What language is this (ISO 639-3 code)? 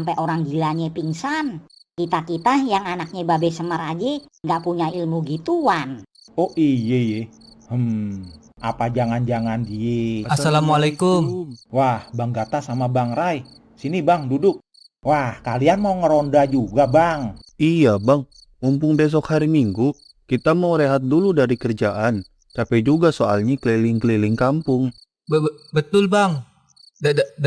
bew